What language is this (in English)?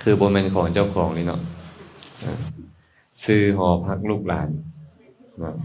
Lao